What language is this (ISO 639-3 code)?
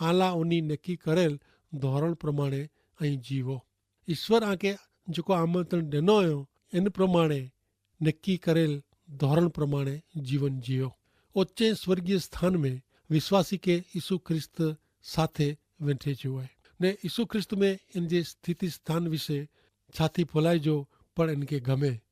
kfr